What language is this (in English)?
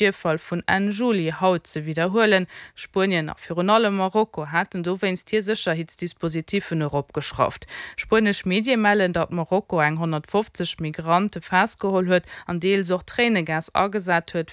Luxembourgish